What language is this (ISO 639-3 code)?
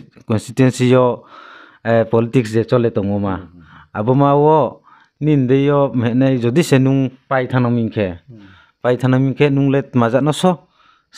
ria